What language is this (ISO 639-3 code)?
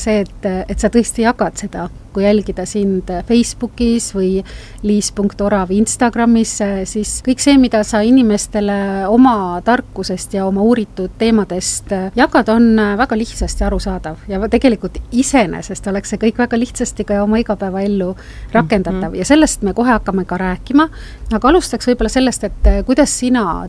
est